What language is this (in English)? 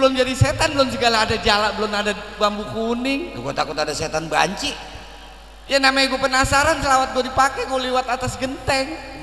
Betawi